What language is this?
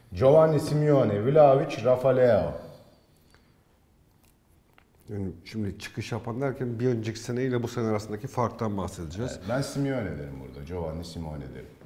Turkish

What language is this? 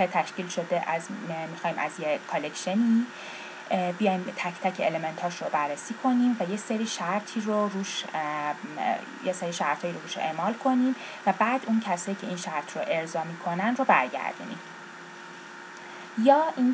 Persian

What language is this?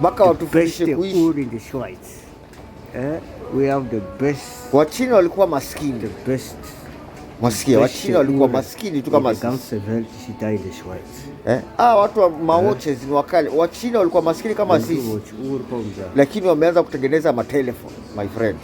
Swahili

